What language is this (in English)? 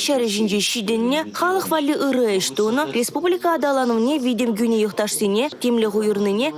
Chuvash